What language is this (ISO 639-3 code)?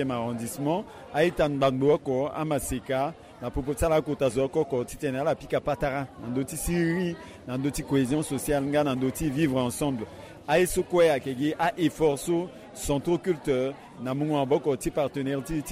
sag